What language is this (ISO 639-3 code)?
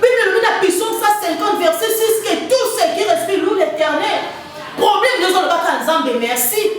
lin